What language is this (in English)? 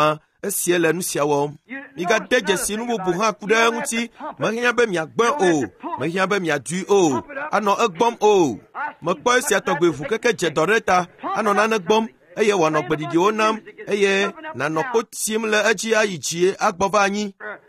Ewe